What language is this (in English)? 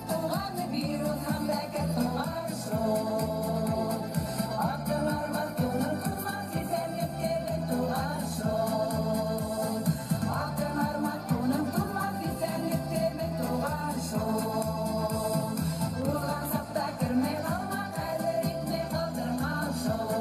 Bashkir